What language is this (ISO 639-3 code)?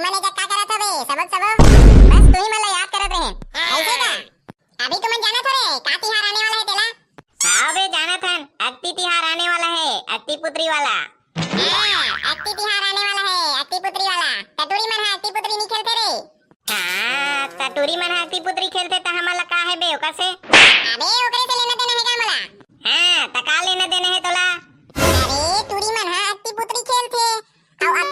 hne